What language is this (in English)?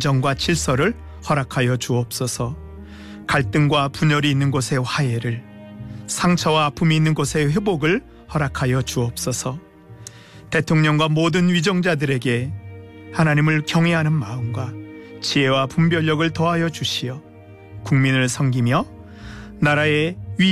Korean